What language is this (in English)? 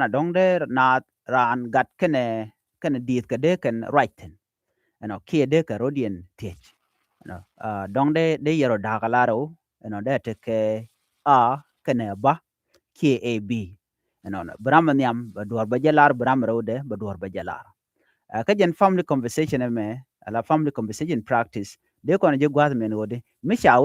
Nuer